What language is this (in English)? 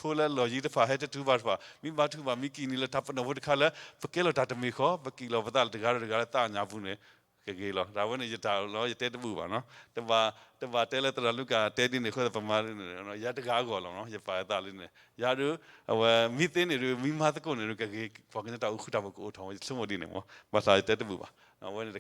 S'gaw Karen